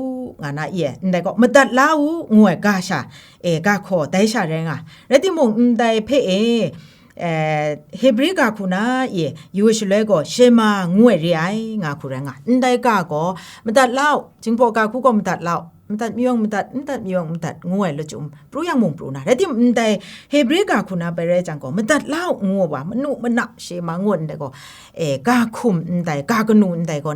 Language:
Kachin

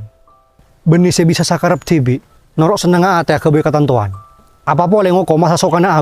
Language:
Madurese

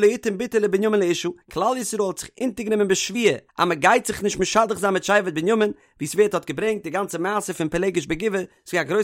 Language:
Yiddish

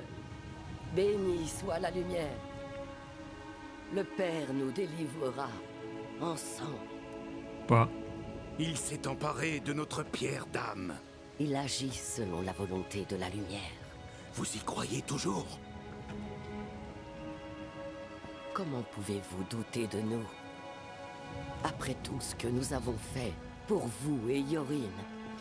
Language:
French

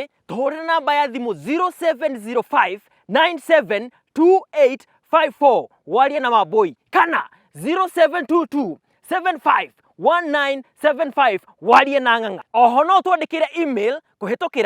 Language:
Kikuyu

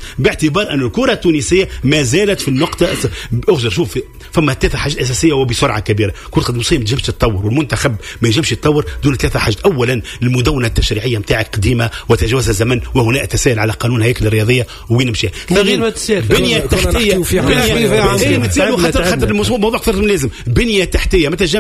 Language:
Tunisian Arabic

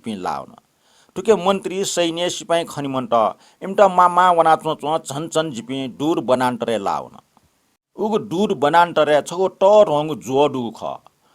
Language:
Newari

